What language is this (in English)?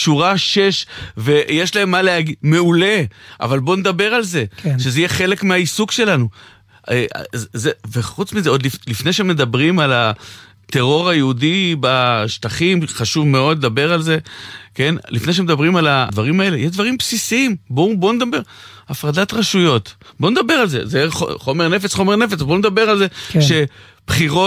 Hebrew